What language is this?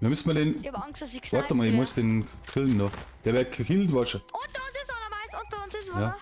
Bavarian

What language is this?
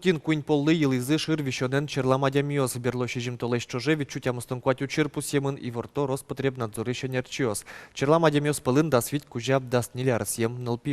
Udmurt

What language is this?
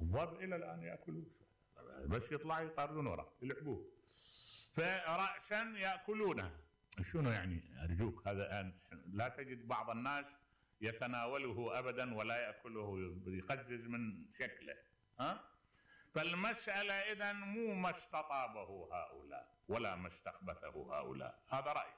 Mesopotamian Arabic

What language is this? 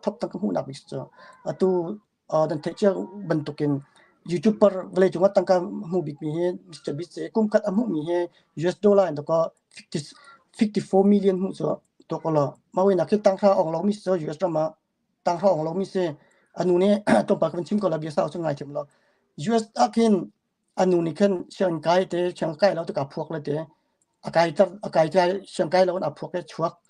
Hakha Chin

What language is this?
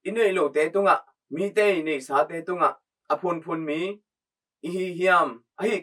Tedim Chin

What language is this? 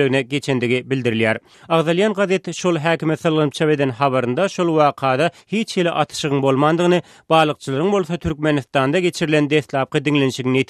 Turkmen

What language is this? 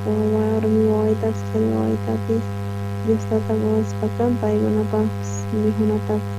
South Bolivian Quechua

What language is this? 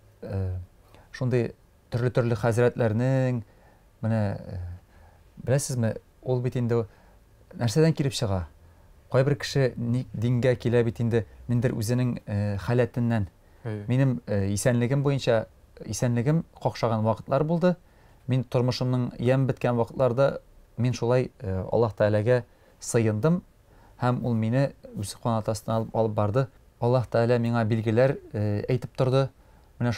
Tatar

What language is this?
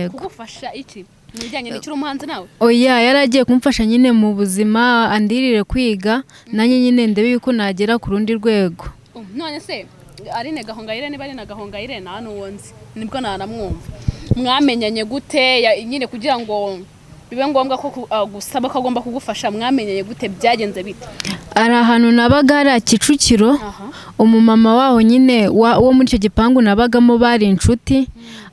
Kinyarwanda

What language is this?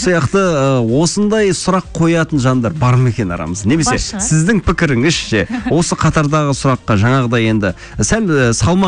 Kazakh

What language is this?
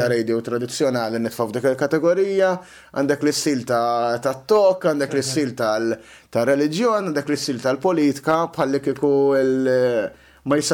Maltese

